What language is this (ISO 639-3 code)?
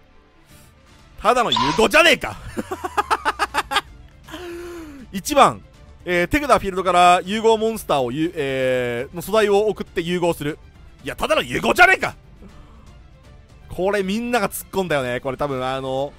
jpn